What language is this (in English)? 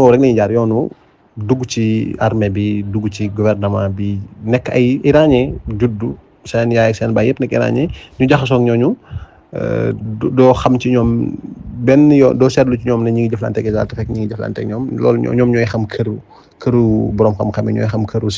Wolof